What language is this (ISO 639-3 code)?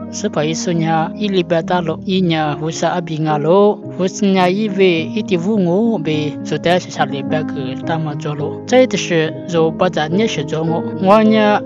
lis